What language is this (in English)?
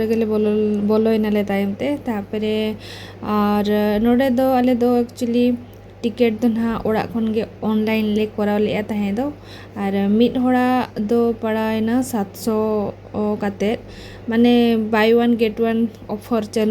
Santali